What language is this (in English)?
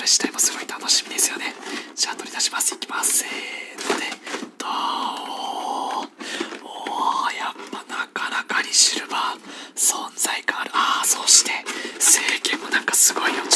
Japanese